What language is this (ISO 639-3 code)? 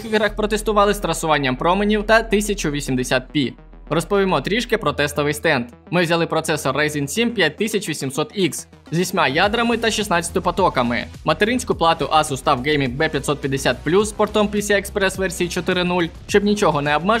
ukr